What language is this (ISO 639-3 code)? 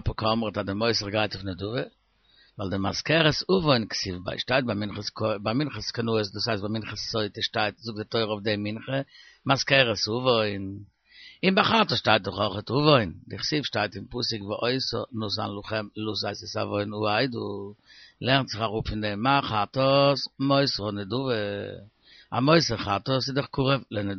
yid